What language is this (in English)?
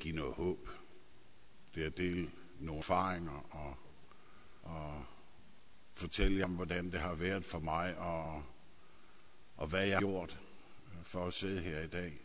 Danish